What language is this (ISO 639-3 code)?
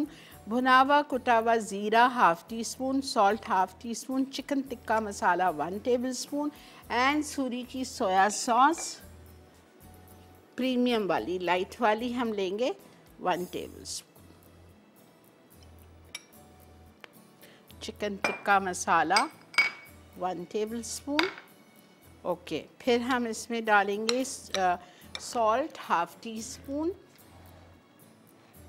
hin